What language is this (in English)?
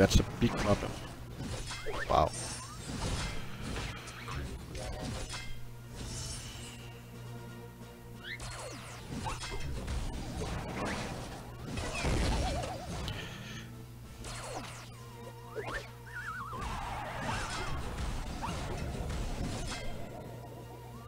English